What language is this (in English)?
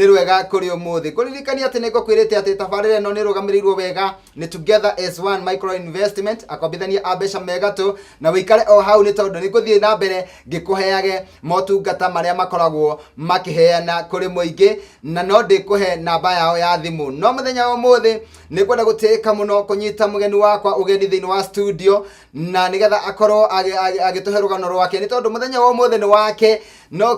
Kikuyu